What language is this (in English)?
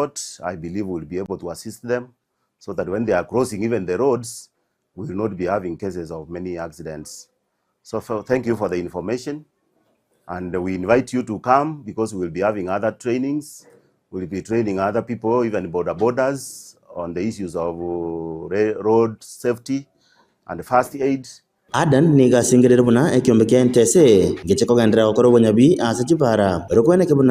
Gusii